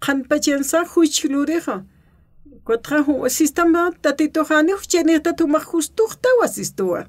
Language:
Aymara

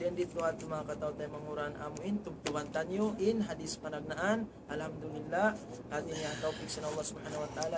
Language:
Tausug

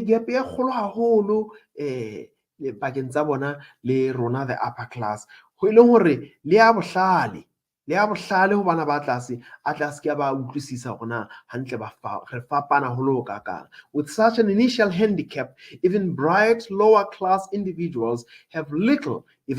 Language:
Southern Sotho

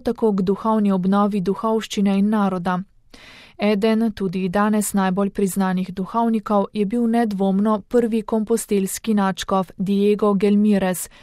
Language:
Slovenian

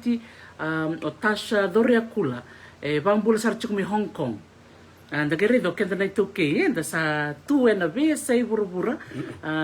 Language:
Fijian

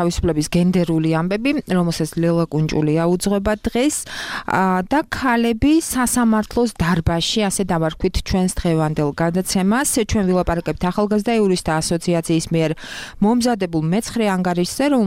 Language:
Georgian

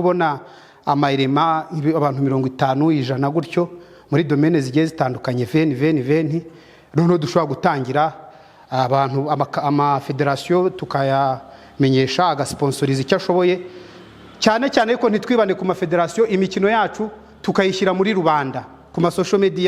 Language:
Kinyarwanda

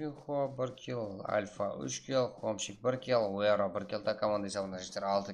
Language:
Kara-Kalpak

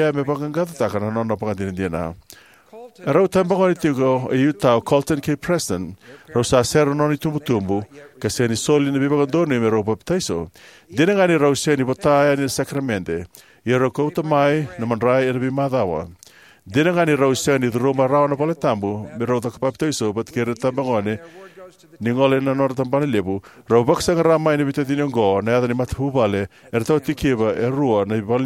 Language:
Fijian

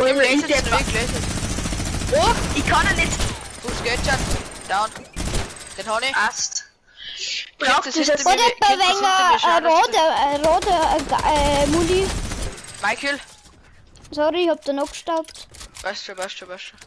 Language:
Bavarian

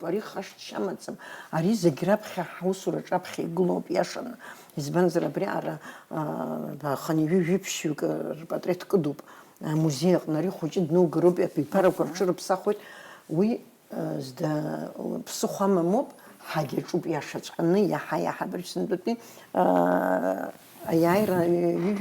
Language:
Abkhazian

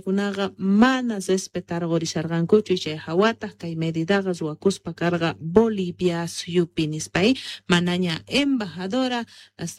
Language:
Quechua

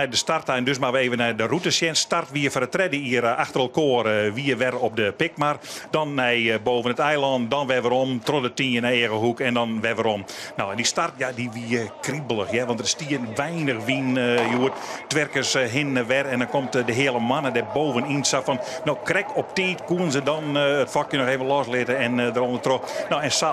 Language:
Western Frisian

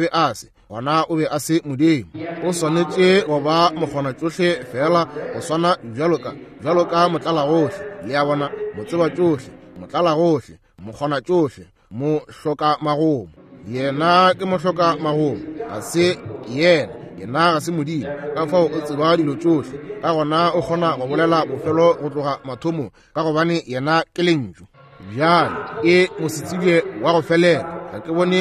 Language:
Northern Sotho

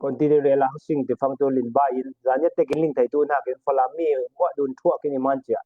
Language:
Falam Chin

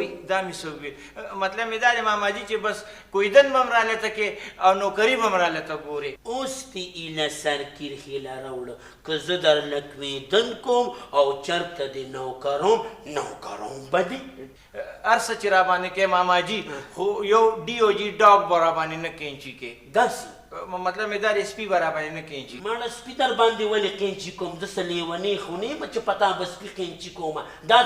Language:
Pashto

